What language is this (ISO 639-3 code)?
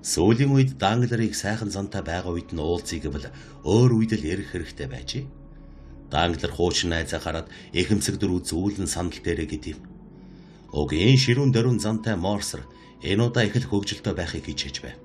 mon